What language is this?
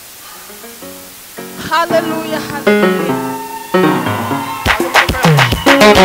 Kinyarwanda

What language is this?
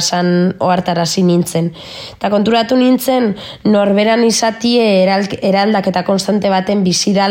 Basque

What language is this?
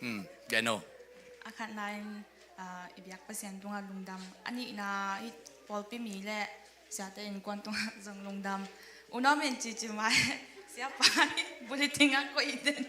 Tedim Chin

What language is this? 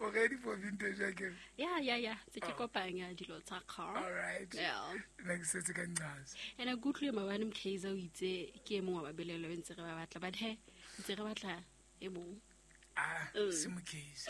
Southern Sotho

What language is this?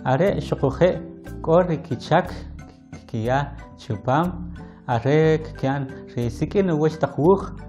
Kʼicheʼ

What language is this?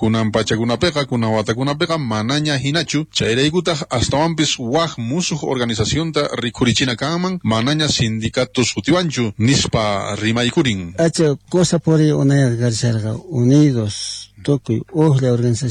South Bolivian Quechua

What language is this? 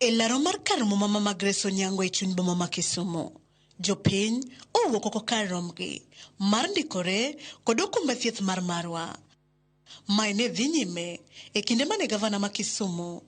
Luo (Kenya and Tanzania)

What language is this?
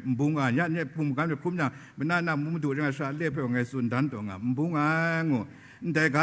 Kachin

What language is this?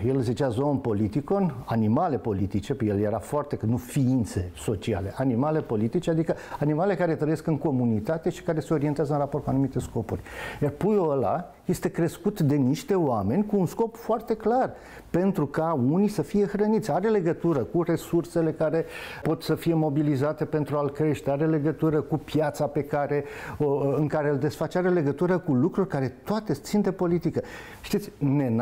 Romanian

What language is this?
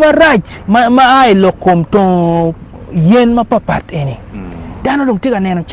Acoli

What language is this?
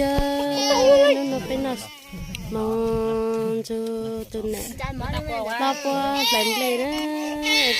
Hmong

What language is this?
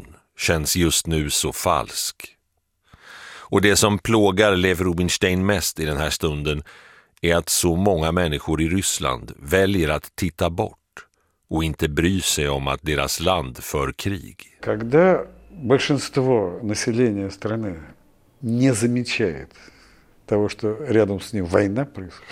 Swedish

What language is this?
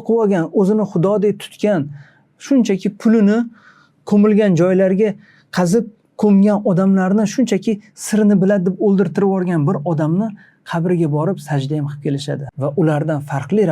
Uzbek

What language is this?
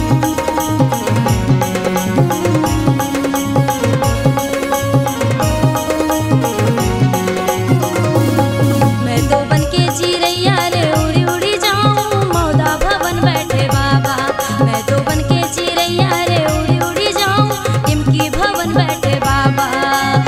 Bhojpuri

